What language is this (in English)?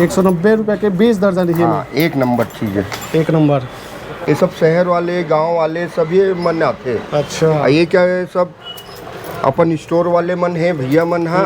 Chhattisgarhi